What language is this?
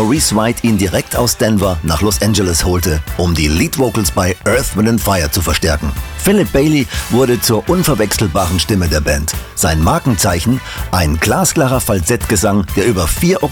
German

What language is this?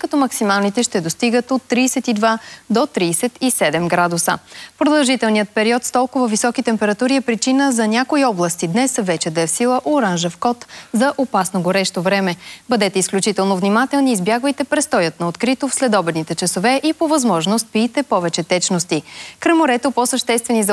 Bulgarian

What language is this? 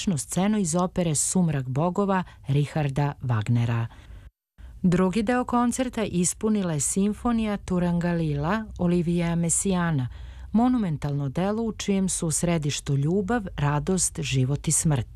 Serbian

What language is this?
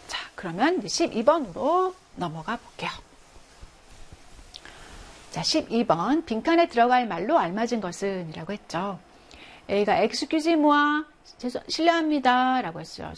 Korean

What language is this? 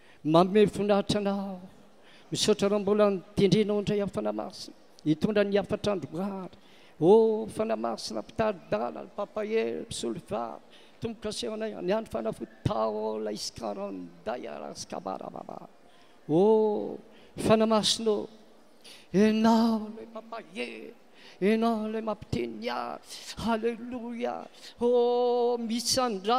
Malagasy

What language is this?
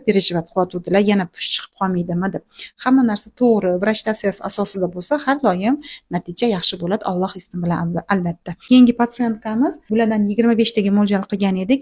Uzbek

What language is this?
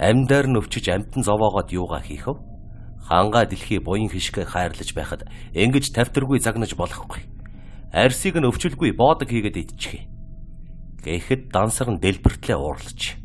Mongolian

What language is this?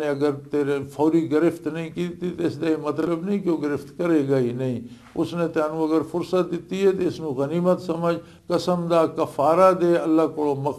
Western Panjabi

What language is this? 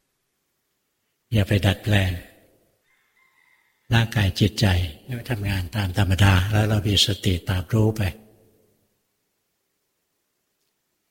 Thai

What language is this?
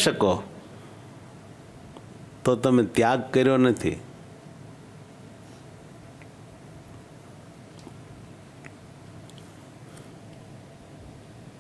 Gujarati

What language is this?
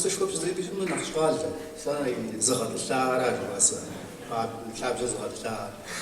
Kabardian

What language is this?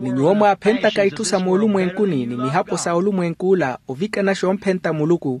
Makhuwa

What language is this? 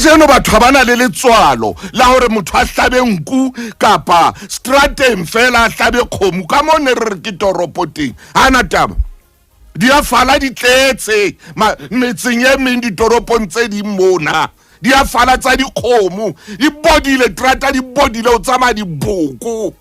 Southern Sotho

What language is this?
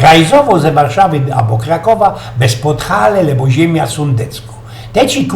Silesian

